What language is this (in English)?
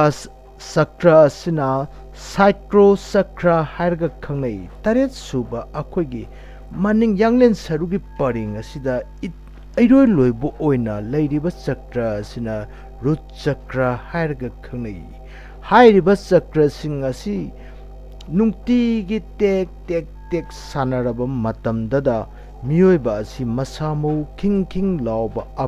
Manipuri